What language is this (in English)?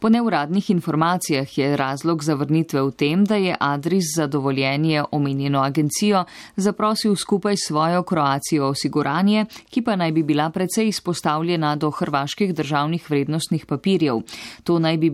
Slovenian